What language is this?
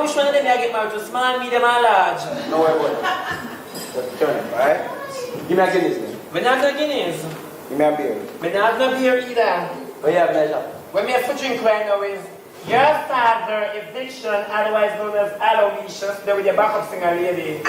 Jamaican Creole English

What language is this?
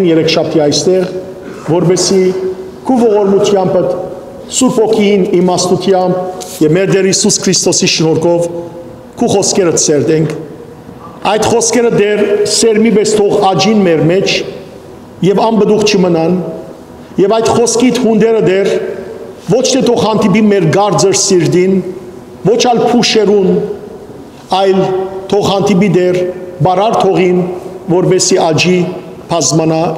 Western Armenian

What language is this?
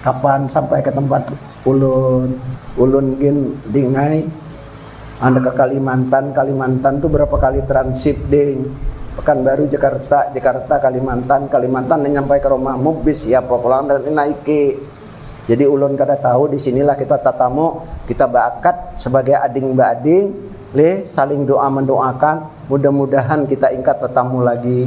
Banjar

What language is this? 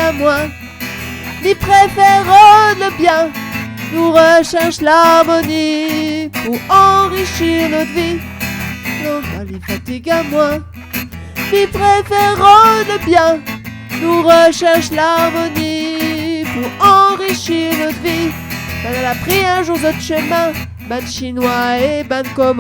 Réunion Creole French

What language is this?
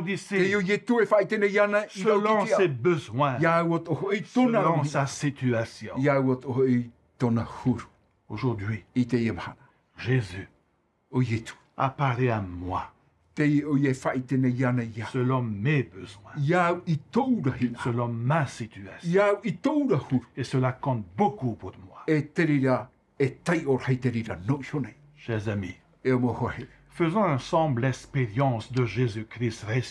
Tahitian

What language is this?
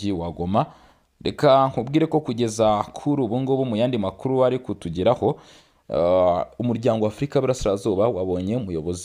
Kinyarwanda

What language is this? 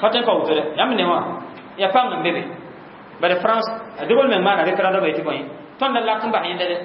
Mossi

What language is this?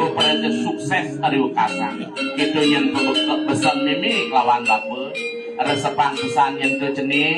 Balinese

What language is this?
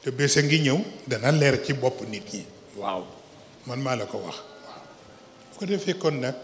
Wolof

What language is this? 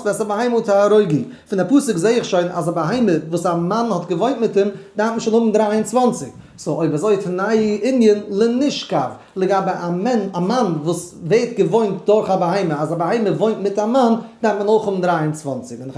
Yiddish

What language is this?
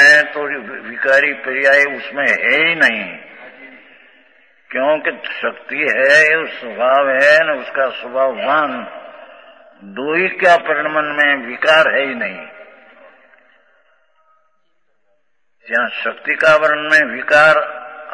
Hindi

